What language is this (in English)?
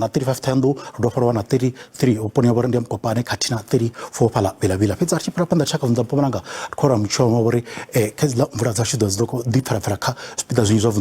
Venda